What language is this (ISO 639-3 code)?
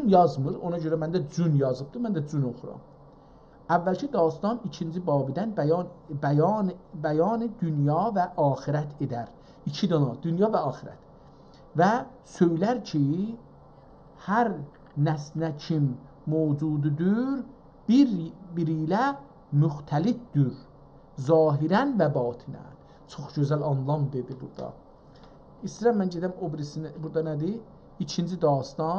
azb